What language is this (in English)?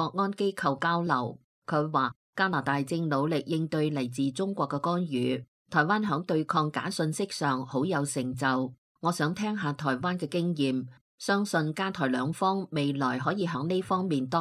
Cantonese